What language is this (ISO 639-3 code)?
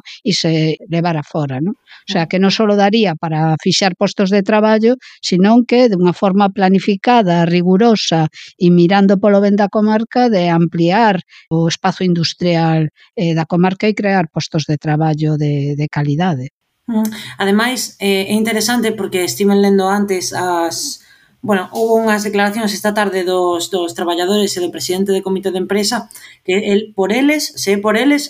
glg